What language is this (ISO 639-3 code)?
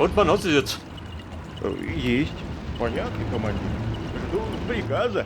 bar